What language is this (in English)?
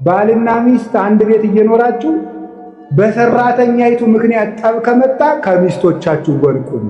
Amharic